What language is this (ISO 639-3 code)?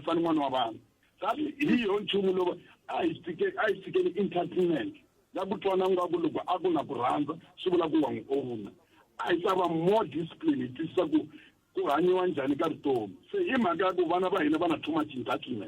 tso